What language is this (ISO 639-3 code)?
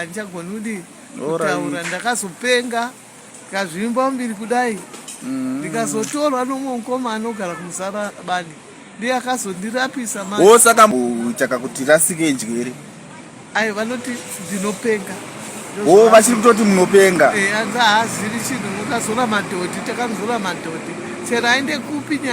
sna